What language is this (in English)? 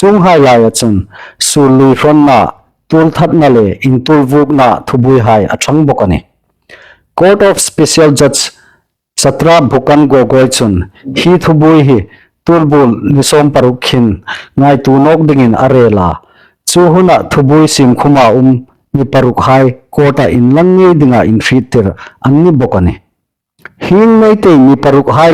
Hmar